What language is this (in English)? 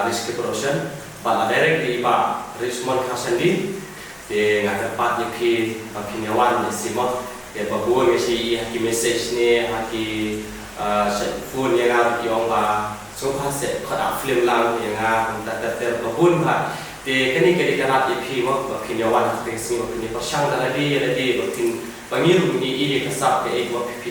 Khasi